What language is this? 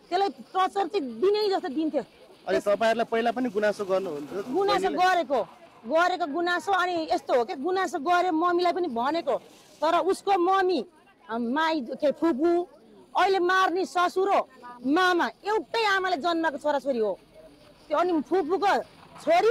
Nepali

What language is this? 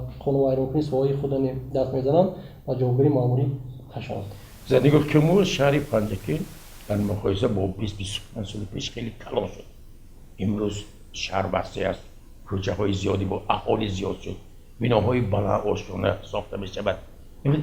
Tajik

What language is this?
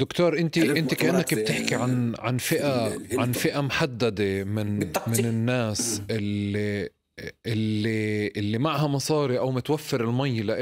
North Levantine Arabic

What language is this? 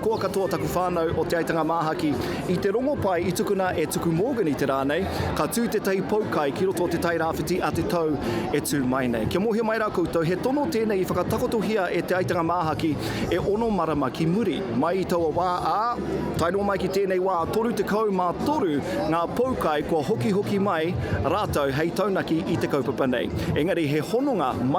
Māori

